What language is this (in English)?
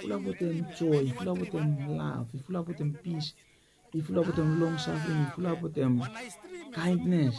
Bislama